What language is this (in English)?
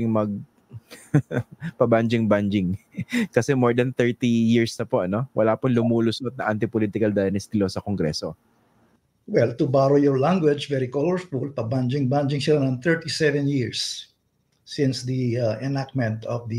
Filipino